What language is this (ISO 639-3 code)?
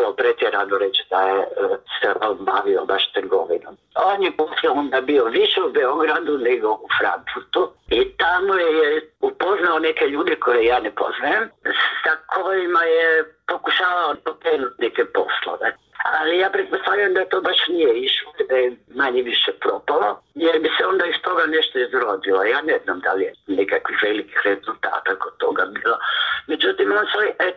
bos